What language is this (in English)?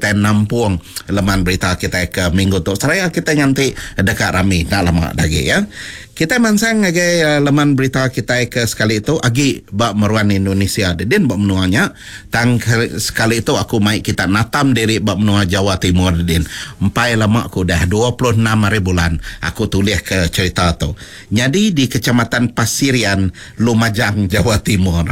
Iban